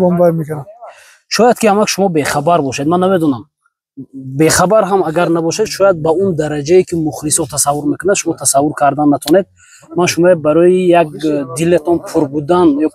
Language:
Tajik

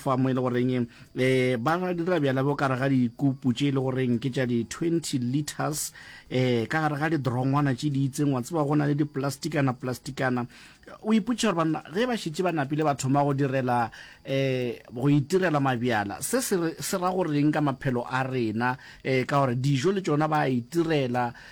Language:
Northern Sotho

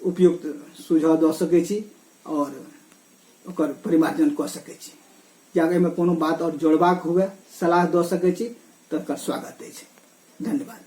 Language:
Maithili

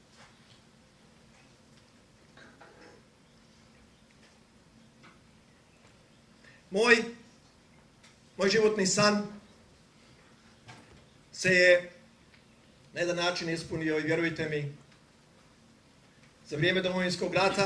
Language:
Croatian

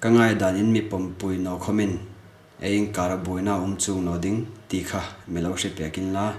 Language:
Hmar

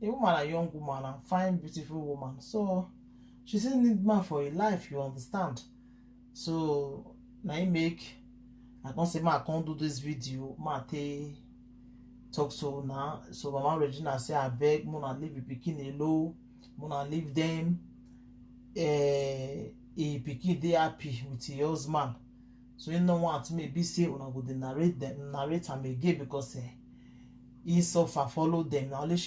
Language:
Nigerian Pidgin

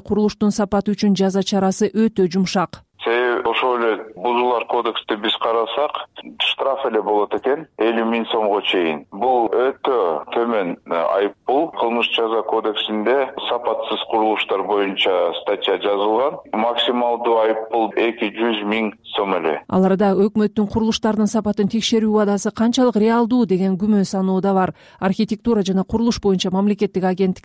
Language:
Kyrgyz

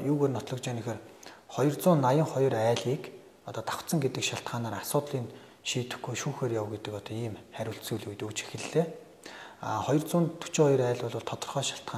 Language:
Mongolian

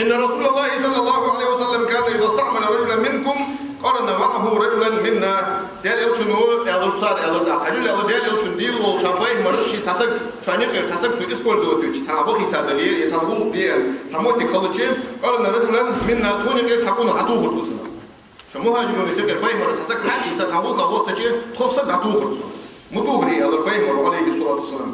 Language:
Ingush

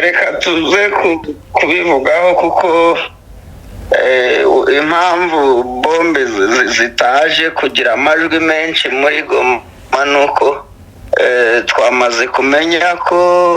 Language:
Kinyarwanda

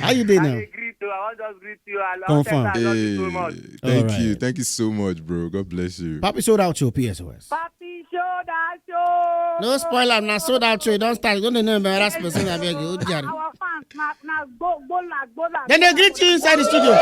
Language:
Nigerian Pidgin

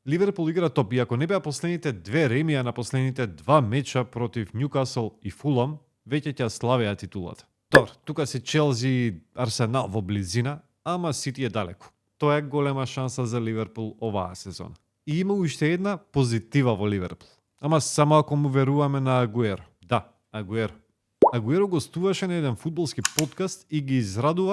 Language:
Macedonian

